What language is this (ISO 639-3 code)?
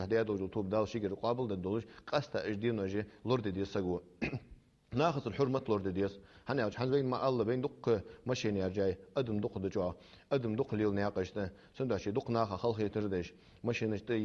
inh